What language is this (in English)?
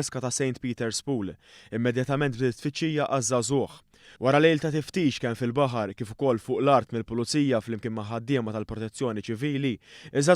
Maltese